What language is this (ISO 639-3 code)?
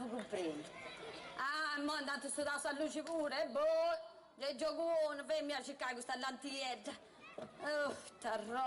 srd